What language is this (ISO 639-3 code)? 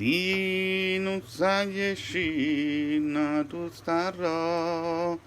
nap